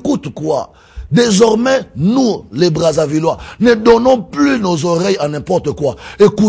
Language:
French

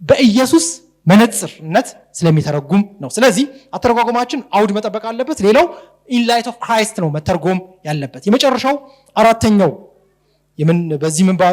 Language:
Amharic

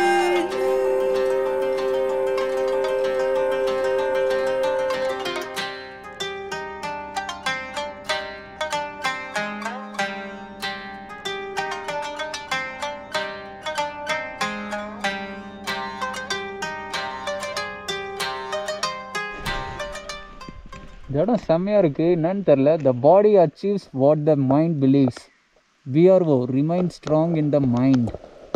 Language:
Tamil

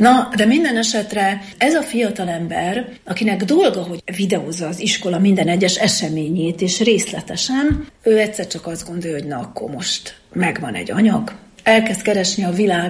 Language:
Hungarian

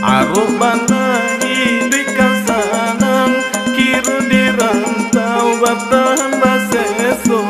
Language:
Minangkabau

